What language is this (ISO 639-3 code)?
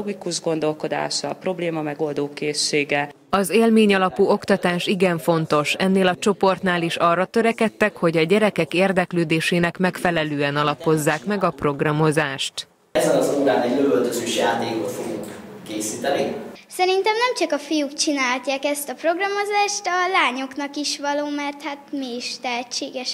hun